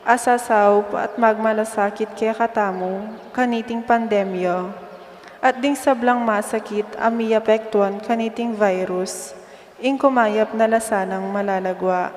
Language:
Pampanga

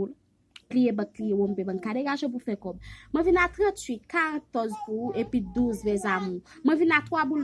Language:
Haitian Creole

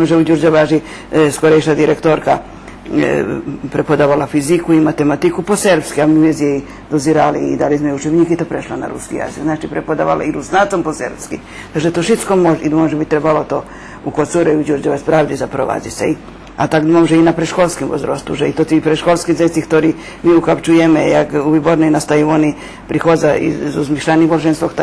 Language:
Rusyn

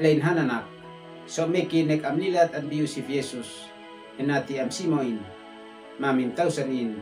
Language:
Uab Meto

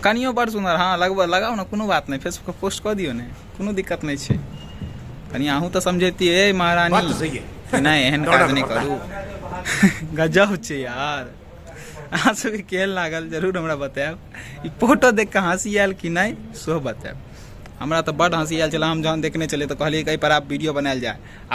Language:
Maithili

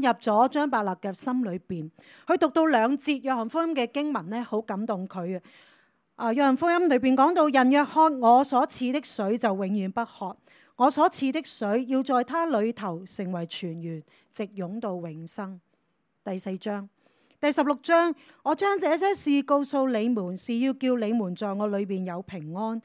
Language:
Cantonese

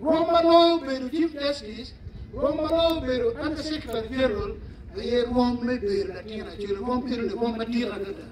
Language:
Acoli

